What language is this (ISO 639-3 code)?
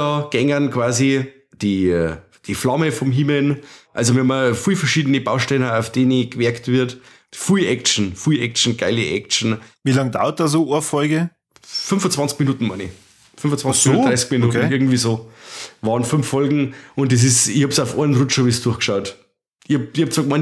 bar